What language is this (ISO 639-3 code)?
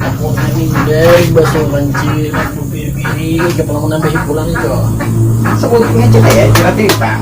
bjn